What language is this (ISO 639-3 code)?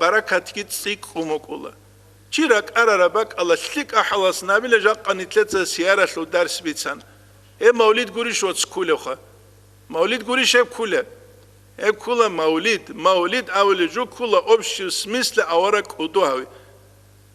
ava